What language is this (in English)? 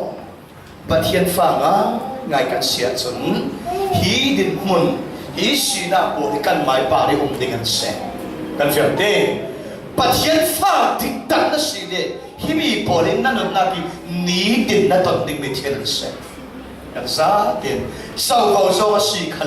Falam Chin